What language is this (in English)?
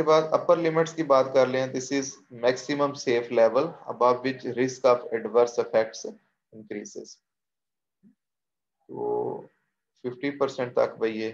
Hindi